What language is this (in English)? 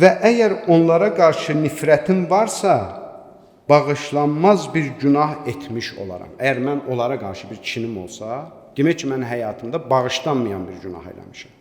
Azerbaijani